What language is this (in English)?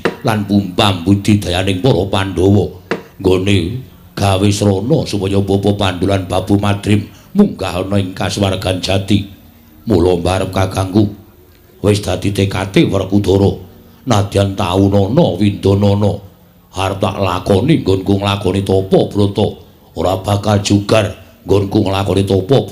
Javanese